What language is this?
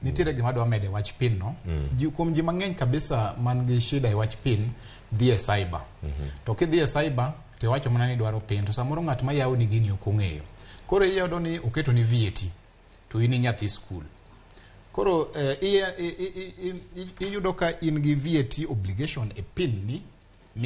Luo (Kenya and Tanzania)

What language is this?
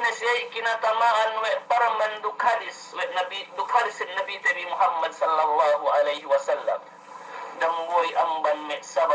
Yakan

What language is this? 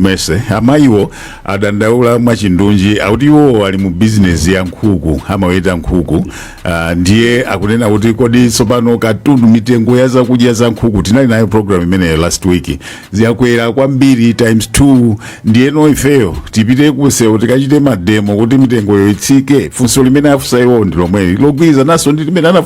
Nyanja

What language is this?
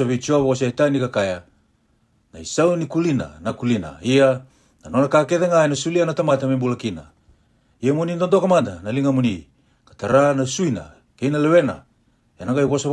Fijian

